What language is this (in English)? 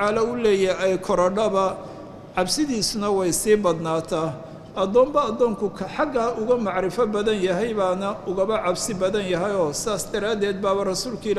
Somali